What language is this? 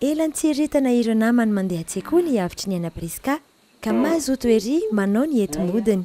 Malagasy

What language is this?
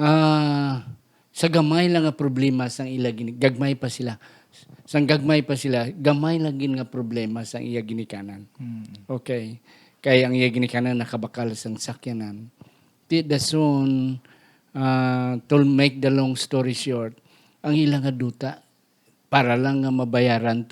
Hiligaynon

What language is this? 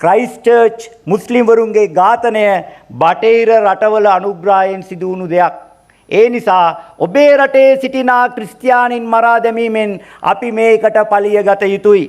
Sinhala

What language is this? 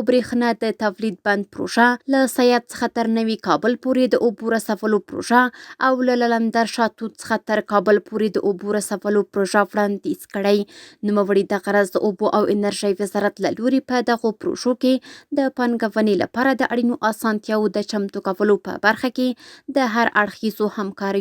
Pashto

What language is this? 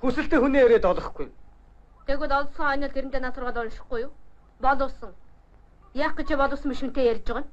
Mongolian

